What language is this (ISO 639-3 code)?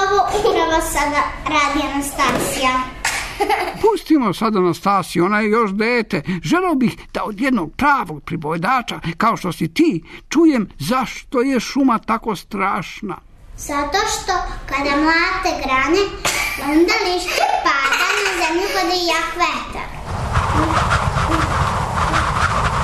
srp